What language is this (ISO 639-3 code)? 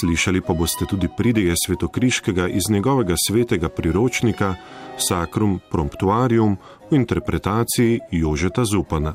slv